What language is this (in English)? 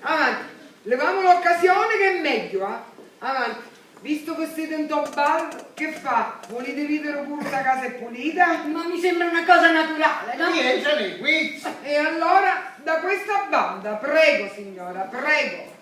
Sicilian